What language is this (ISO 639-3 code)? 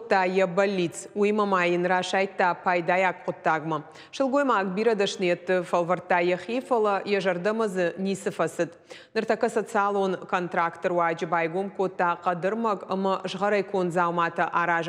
oss